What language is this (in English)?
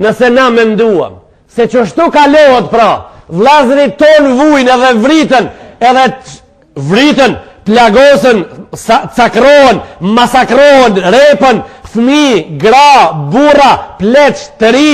Albanian